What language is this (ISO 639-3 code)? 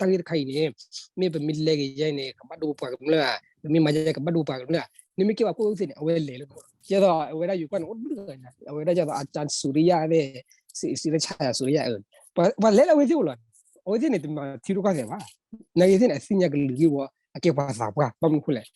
ksw